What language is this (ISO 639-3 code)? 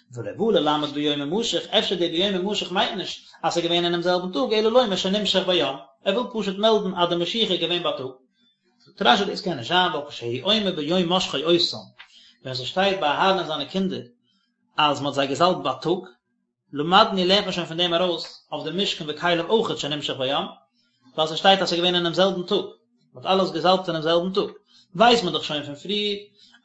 yid